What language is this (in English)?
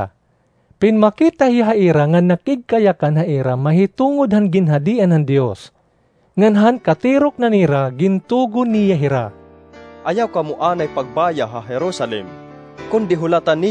Waray